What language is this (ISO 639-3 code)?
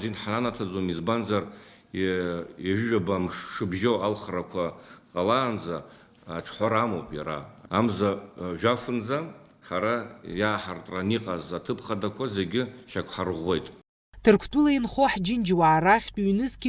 abk